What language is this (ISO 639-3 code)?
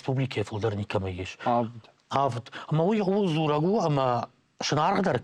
oss